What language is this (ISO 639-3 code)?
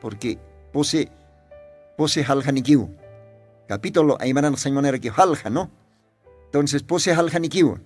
aym